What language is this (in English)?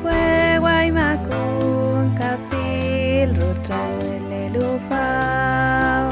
Mapuche